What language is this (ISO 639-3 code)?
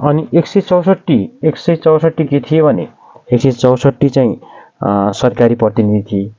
nep